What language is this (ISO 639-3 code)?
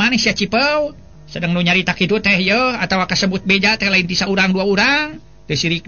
sun